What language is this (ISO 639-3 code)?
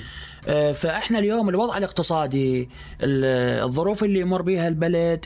acm